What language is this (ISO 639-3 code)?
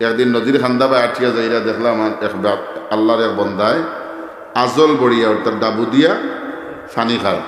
syl